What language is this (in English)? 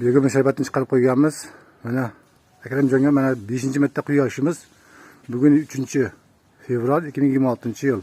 Uzbek